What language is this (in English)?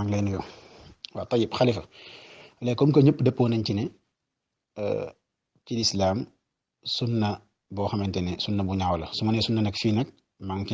Wolof